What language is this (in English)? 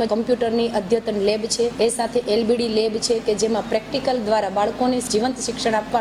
Gujarati